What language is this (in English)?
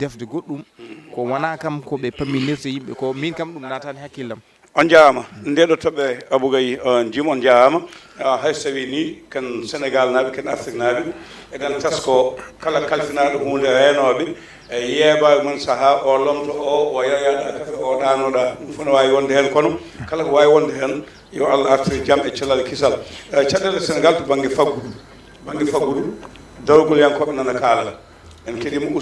Fula